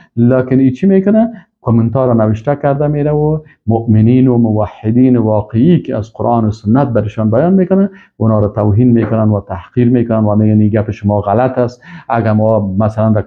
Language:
Persian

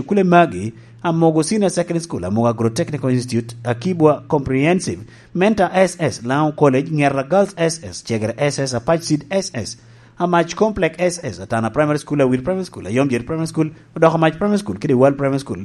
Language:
Lango (Uganda)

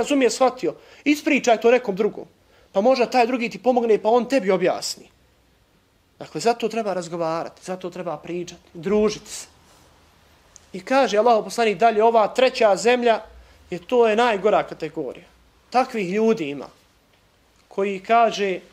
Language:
Bosnian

